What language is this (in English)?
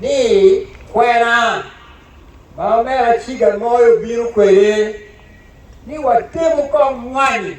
Acoli